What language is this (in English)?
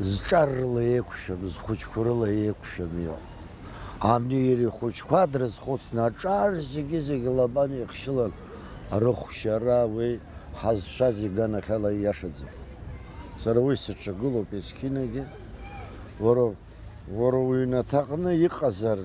Abkhazian